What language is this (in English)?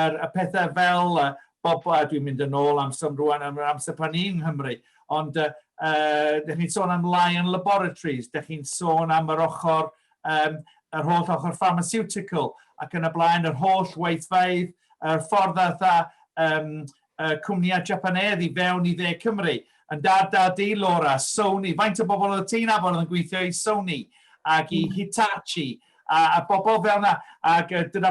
Welsh